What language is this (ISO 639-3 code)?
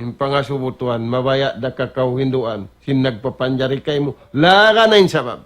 tsg